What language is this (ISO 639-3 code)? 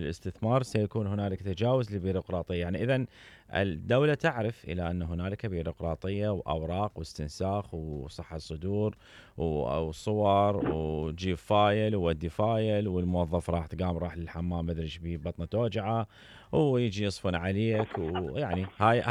acm